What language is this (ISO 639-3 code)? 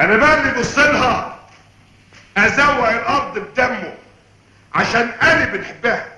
arz